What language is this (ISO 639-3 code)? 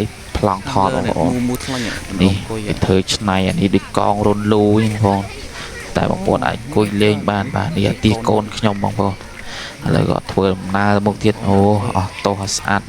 khm